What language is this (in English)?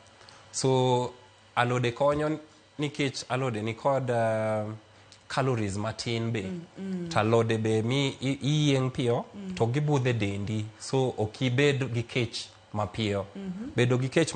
Luo (Kenya and Tanzania)